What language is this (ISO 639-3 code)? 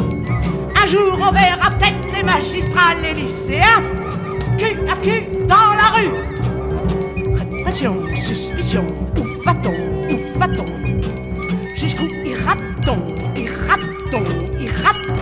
fra